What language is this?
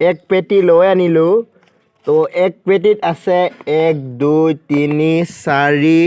Assamese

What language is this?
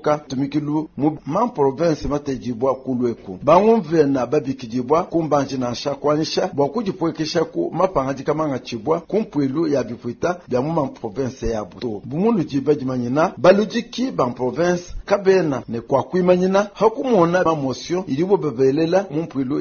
Luba-Lulua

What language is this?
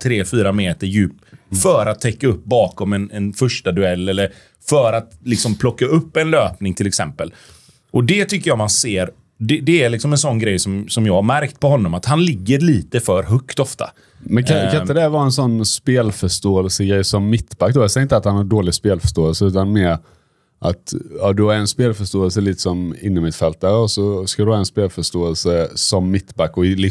Swedish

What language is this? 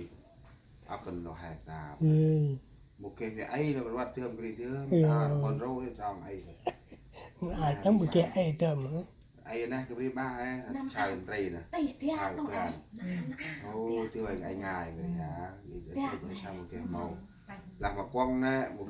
Central Mnong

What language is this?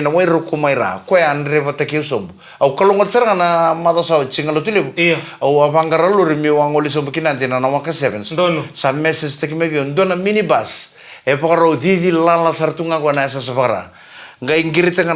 Fijian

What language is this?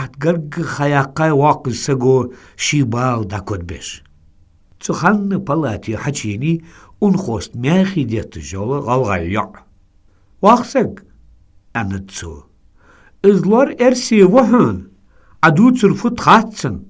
Ingush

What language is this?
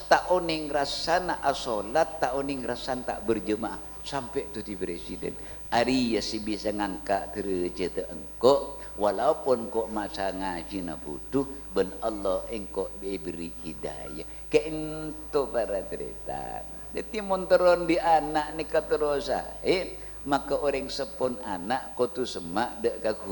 Madurese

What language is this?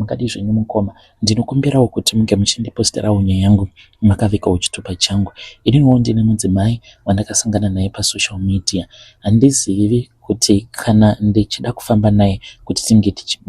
Shona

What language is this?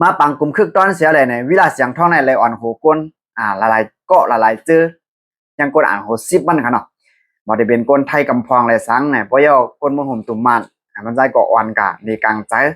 Shan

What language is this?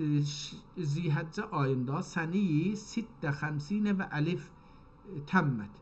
South Azerbaijani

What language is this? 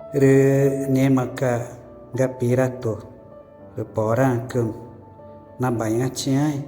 Ticuna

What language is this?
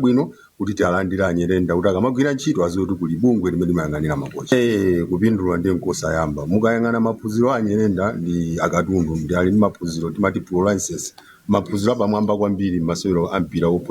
Nyanja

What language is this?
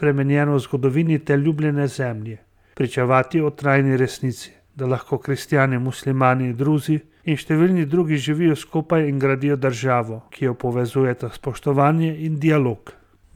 Slovenian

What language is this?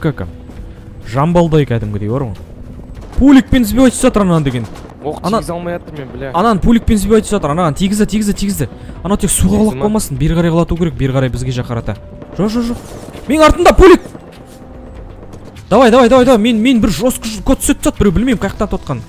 Kazakh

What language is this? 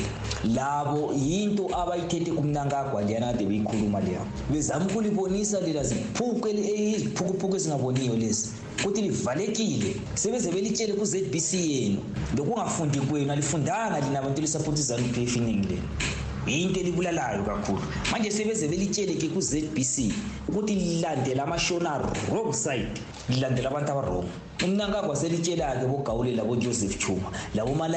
North Ndebele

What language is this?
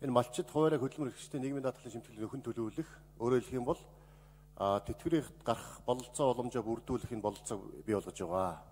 Mongolian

